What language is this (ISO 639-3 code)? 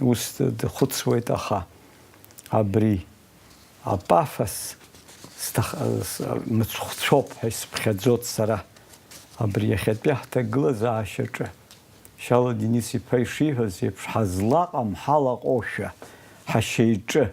abk